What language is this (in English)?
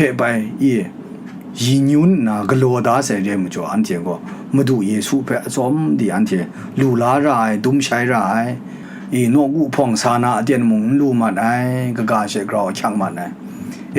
Kachin